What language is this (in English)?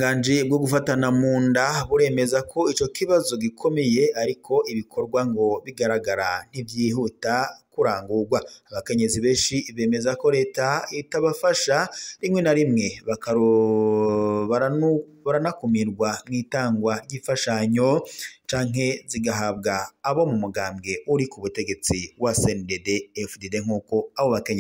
Rundi